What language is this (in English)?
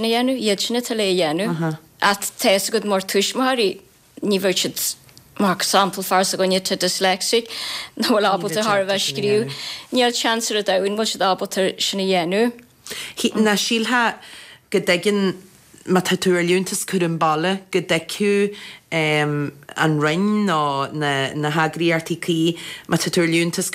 Irish